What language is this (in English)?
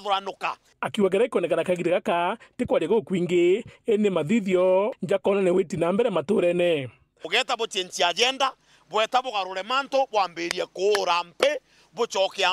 Meru